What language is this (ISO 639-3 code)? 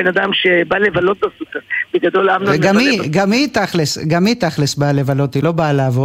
heb